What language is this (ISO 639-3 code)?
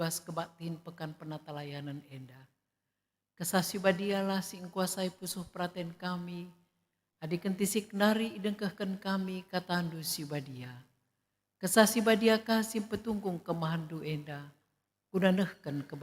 btx